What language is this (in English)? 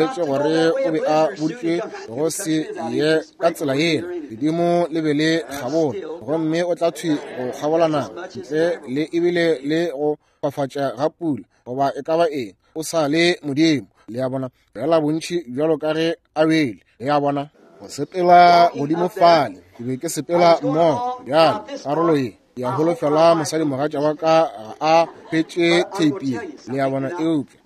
Northern Sotho